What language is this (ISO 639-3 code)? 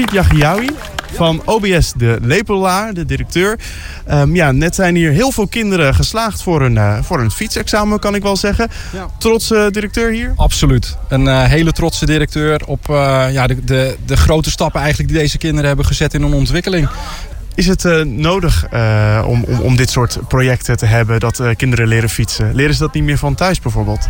nld